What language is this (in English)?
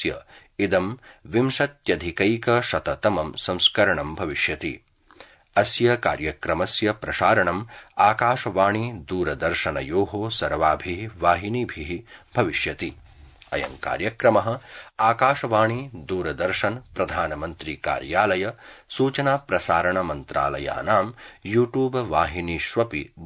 Sanskrit